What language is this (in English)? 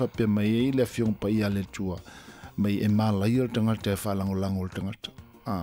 Samoan